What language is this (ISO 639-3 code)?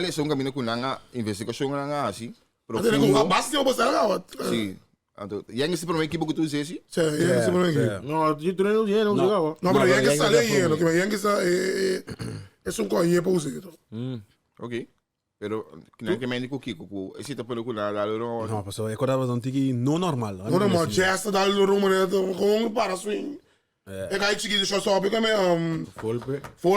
pap